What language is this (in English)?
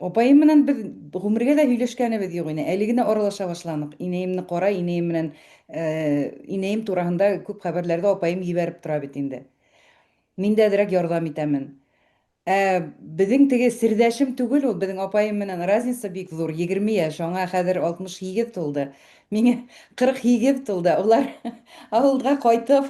Bashkir